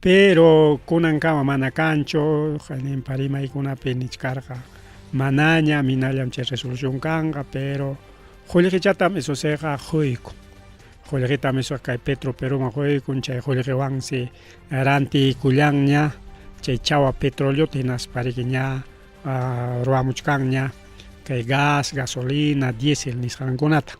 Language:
Ayacucho Quechua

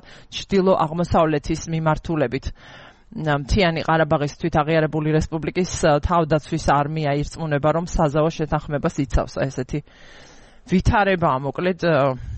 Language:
Georgian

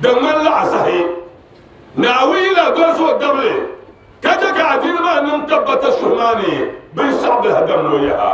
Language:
Dagbani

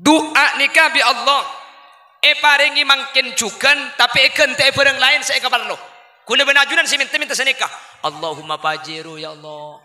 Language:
Madurese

